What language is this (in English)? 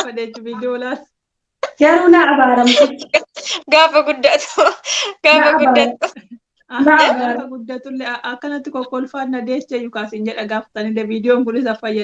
Oromo